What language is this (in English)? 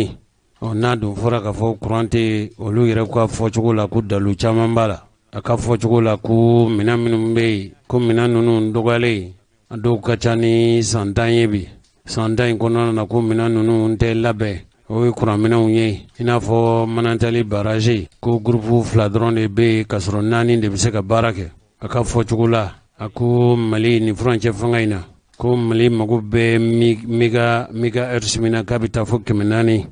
Bambara